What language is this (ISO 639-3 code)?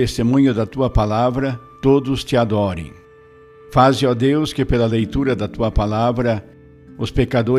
por